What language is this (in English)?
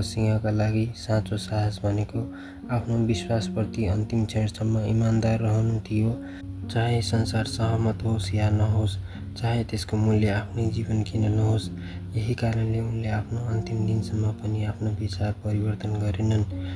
Nepali